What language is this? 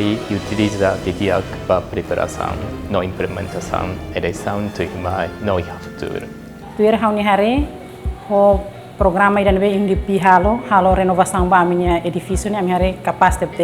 Tetum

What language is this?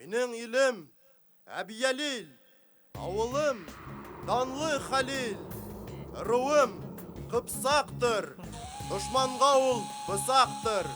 Bashkir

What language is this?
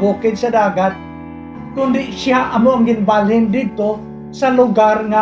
Hiligaynon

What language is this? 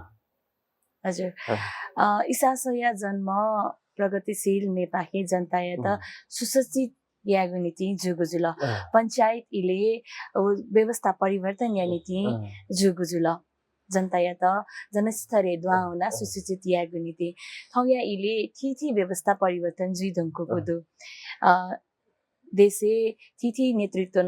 Newari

